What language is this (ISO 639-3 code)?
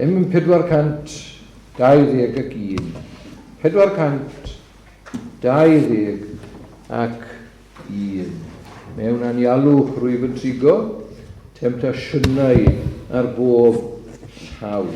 cym